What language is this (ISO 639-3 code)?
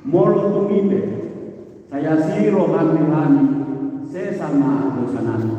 bbc